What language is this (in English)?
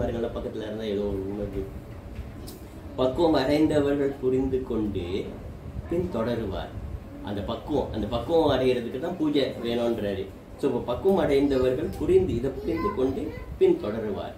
Tamil